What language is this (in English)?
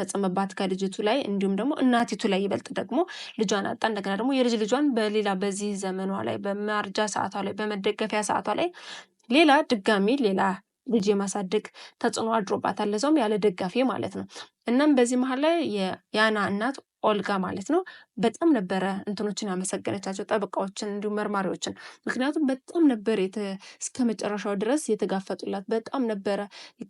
Amharic